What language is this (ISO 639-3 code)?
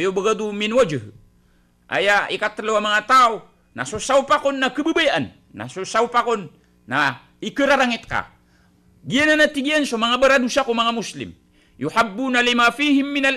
mrw